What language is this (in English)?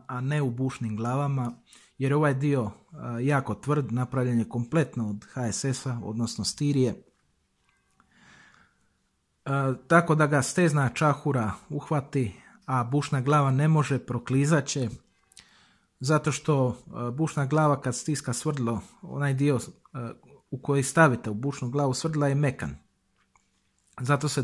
Croatian